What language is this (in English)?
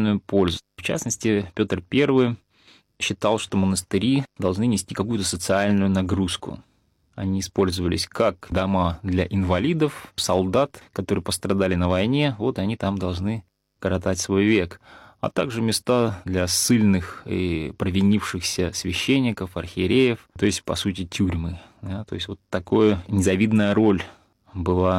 Russian